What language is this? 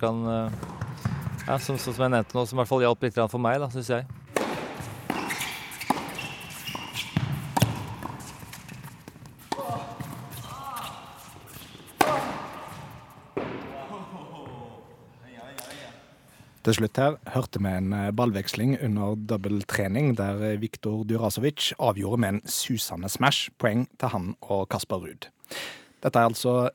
Norwegian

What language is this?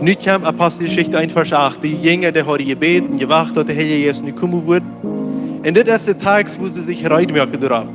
Plautdietsch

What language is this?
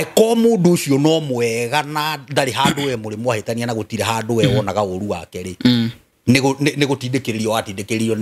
Kikuyu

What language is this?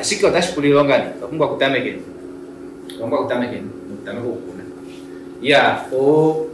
Kuanyama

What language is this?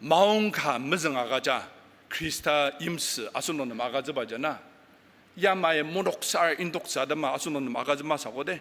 Ao Naga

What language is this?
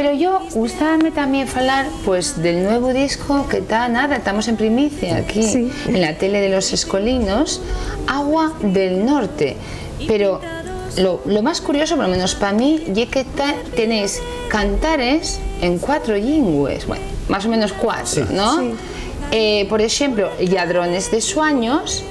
Asturian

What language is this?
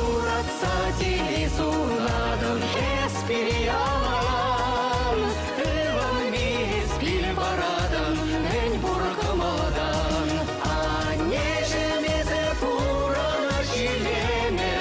Chuvash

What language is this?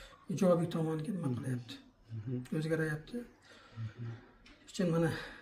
Uzbek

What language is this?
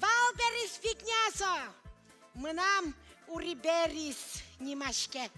Udmurt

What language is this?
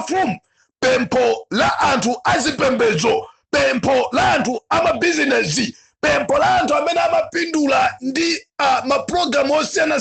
Nyanja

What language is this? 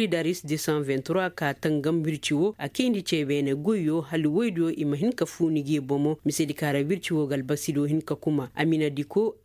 Koyraboro Senni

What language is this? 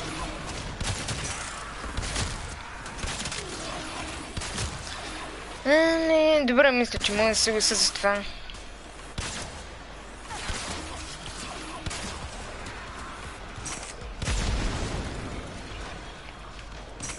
Bulgarian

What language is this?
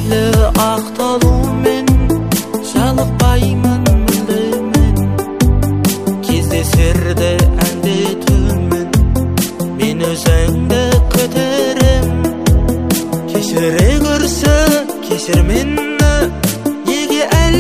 Kazakh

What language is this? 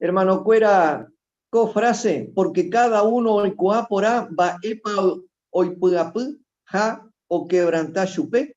Guarani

